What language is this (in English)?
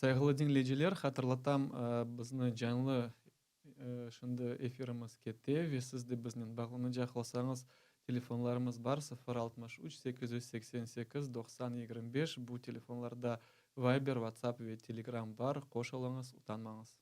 Crimean Tatar